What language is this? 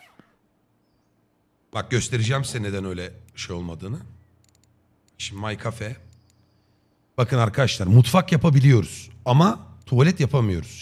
Turkish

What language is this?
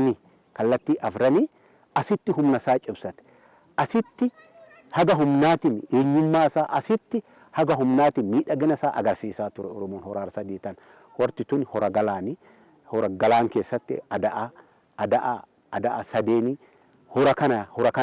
Oromo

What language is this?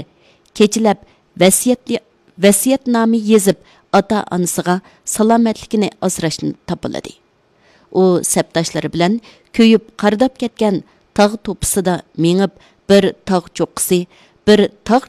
Uyghur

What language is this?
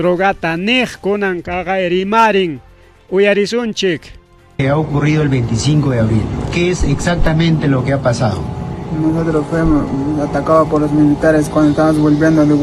Ayacucho Quechua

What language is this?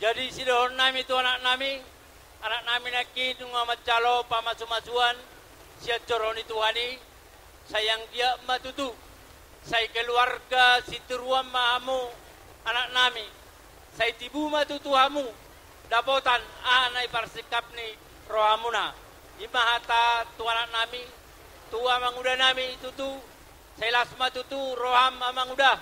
Batak Toba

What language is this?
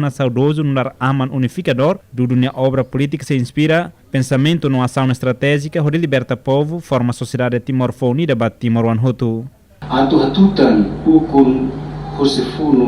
Tetum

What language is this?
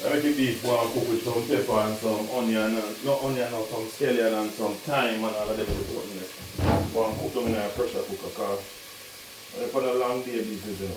Jamaican Creole English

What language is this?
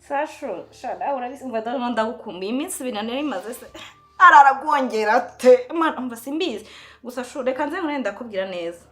Kinyarwanda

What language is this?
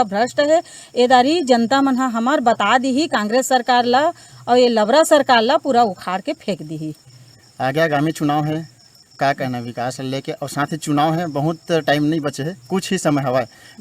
Chhattisgarhi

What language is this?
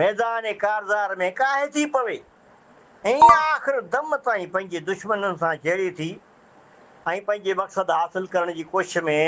Sindhi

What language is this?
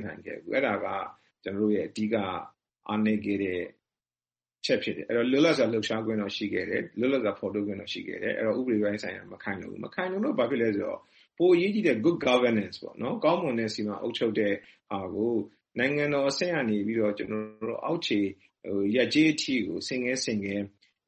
Burmese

